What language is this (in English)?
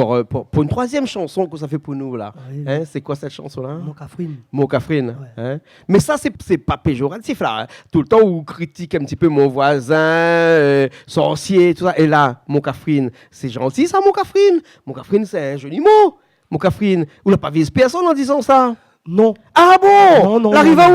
Réunion Creole French